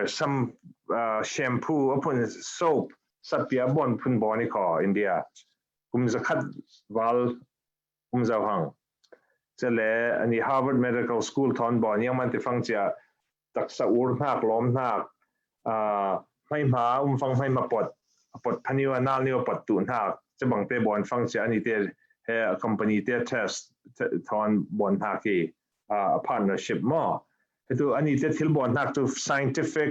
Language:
Falam Chin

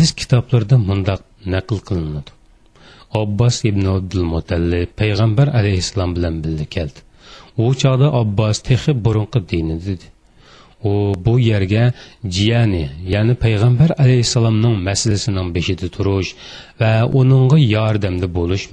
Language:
Uyghur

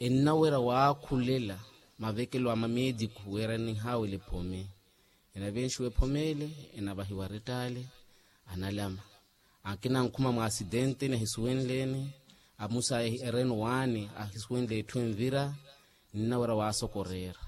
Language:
Makhuwa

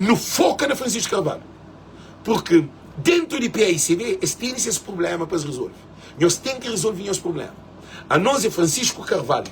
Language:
Kabuverdianu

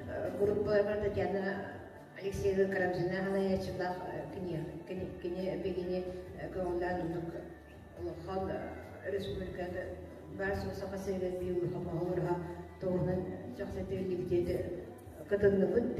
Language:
Yakut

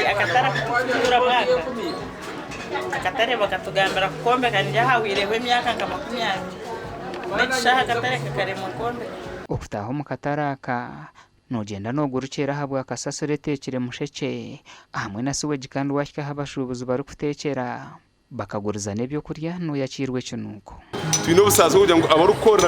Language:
Nyankole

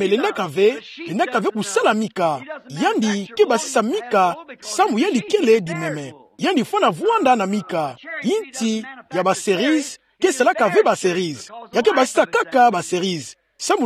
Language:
Kituba (Democratic Republic of Congo)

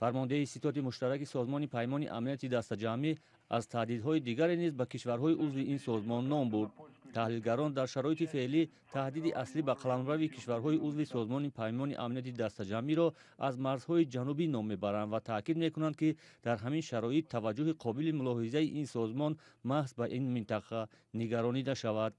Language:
Tajik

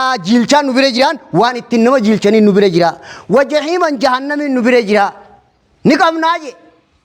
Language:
Oromo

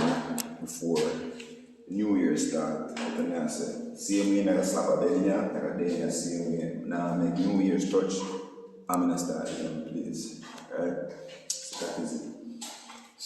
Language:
Jamaican Creole English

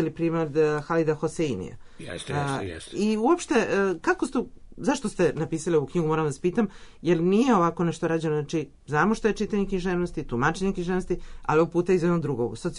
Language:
Serbian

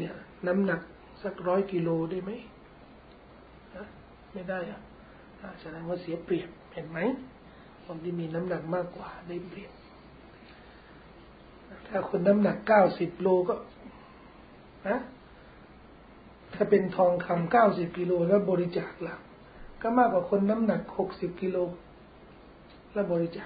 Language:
Thai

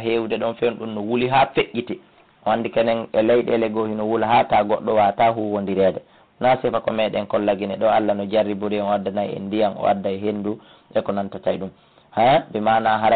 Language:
Fula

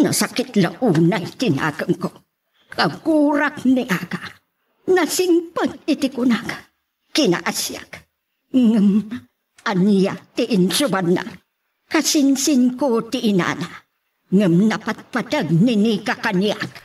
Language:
Iloko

